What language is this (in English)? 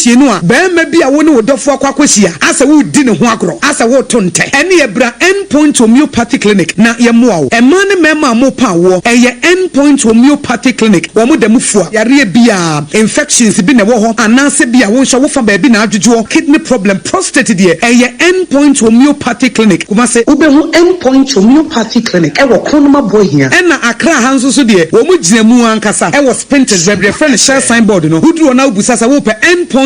Akan